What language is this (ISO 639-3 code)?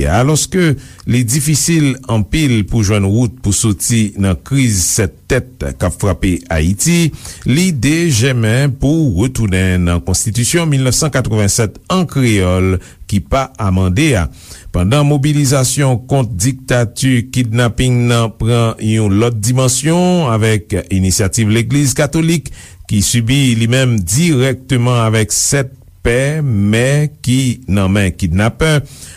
hat